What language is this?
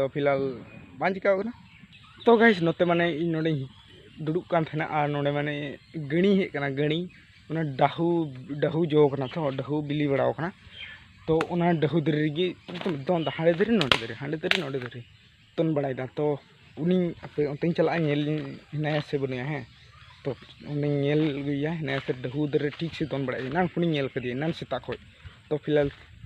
Santali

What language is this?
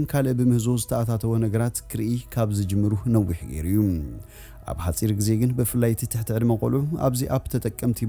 Tigrinya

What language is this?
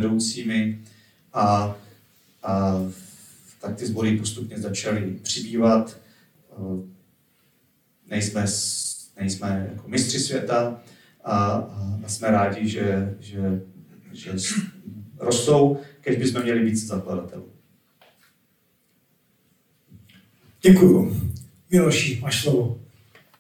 Czech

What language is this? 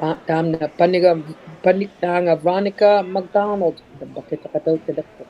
Inuktitut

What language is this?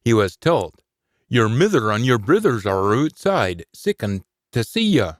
Scots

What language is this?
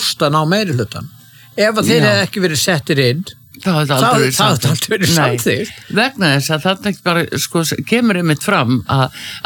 Icelandic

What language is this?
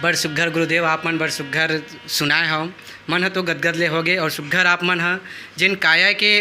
Chhattisgarhi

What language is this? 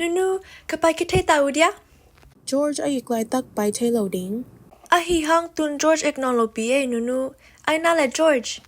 Tedim Chin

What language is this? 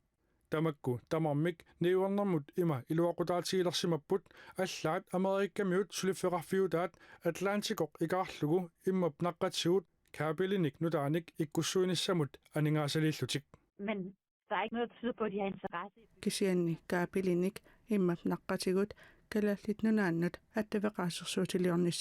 Kalaallisut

